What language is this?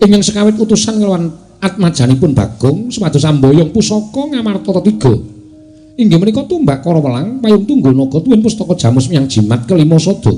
Javanese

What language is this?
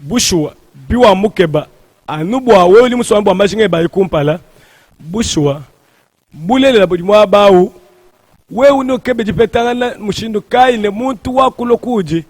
Luba-Lulua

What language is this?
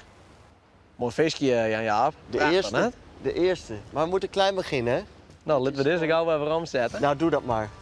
Western Frisian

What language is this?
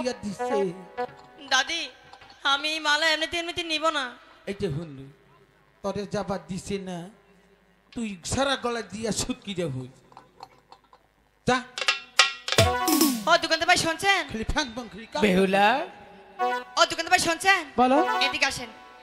Bangla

